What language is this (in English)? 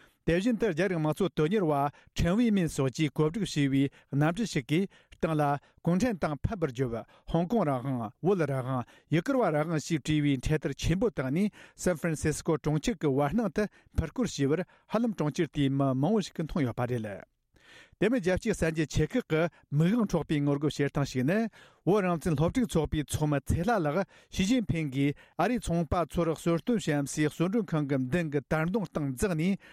Tibetan